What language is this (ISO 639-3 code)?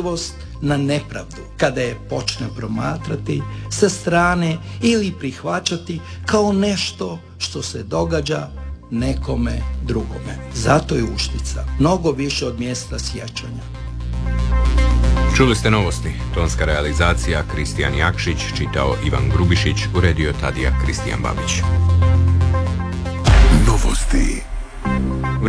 hrv